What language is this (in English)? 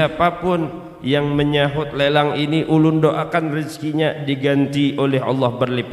Banjar